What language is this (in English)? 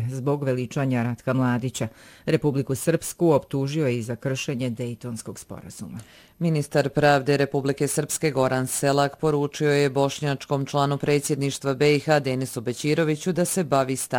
Bosnian